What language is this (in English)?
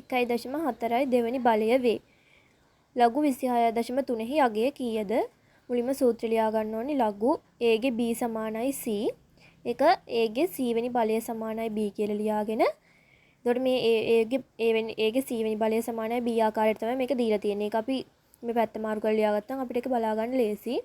Sinhala